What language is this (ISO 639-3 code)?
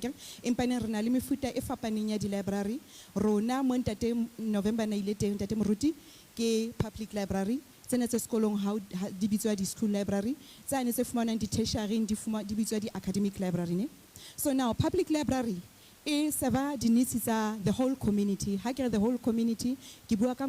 sot